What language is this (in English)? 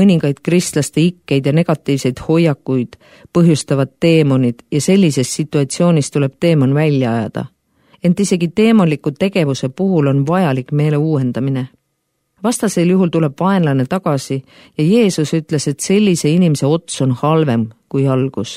Estonian